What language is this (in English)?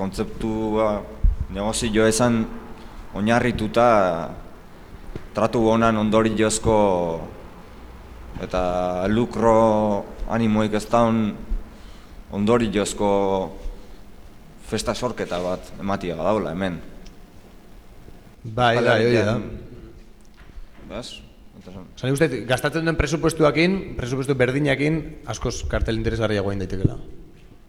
Basque